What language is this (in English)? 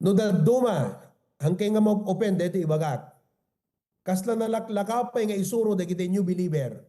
Iloko